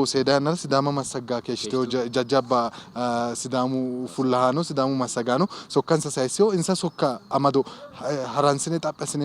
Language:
Sidamo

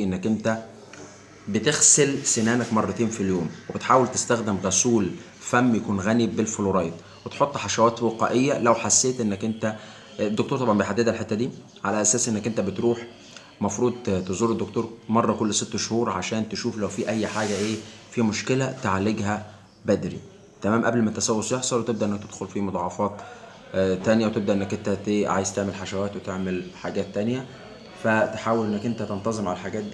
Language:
Egyptian Arabic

